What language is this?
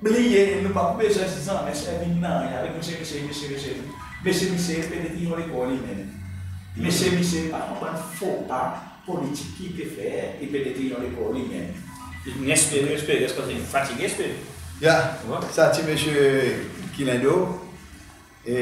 Seselwa Creole French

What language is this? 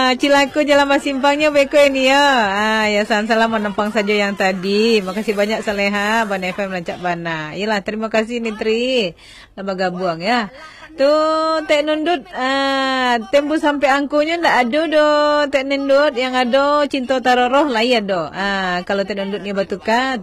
Minangkabau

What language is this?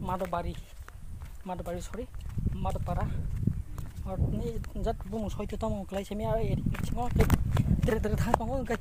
Kok Borok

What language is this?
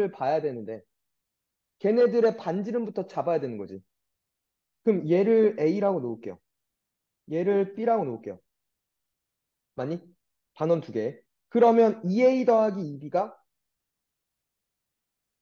Korean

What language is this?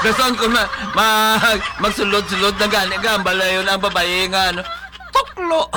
Hiligaynon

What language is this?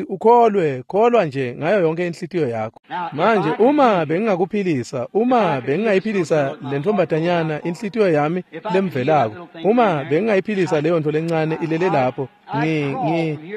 Swati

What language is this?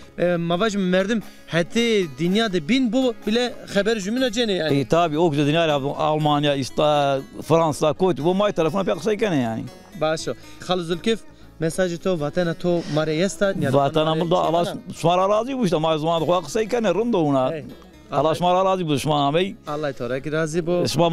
Zaza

